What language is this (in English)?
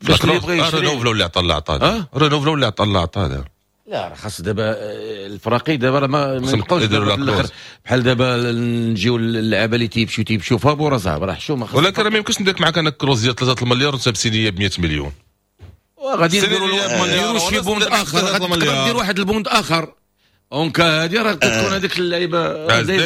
Moroccan Arabic